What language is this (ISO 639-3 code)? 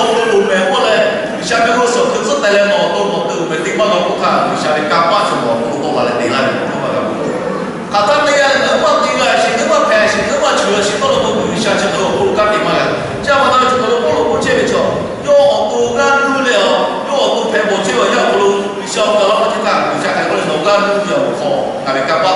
lhu